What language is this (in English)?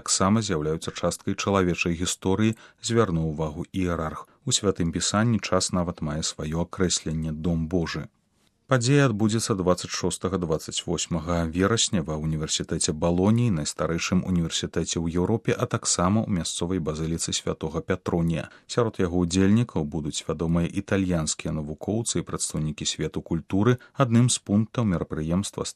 Belarusian